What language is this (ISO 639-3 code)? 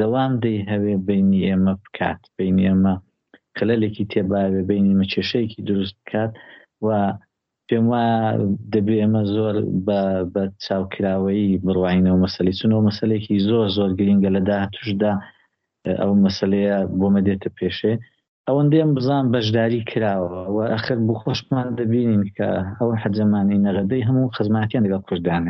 ckb